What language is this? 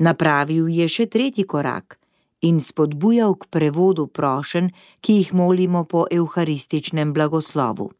Slovenian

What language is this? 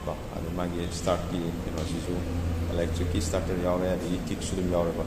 Manipuri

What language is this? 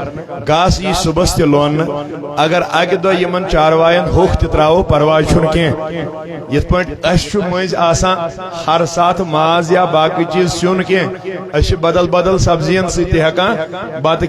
Kashmiri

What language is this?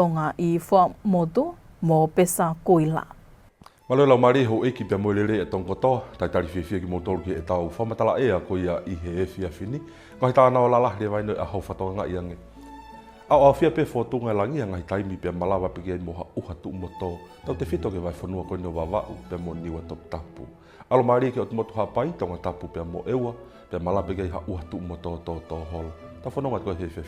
Tongan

